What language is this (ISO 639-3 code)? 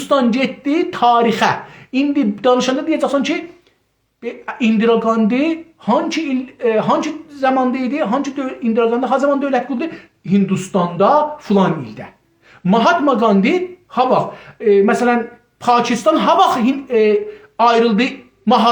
azb